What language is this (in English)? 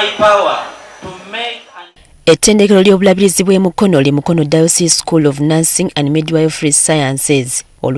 Ganda